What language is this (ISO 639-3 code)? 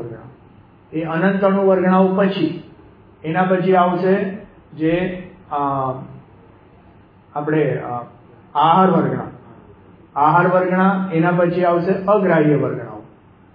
guj